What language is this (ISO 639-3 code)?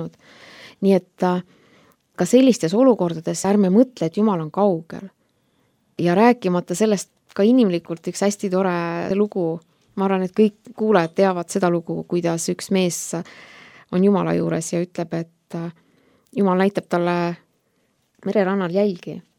est